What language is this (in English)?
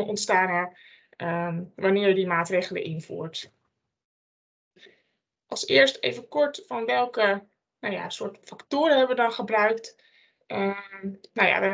Dutch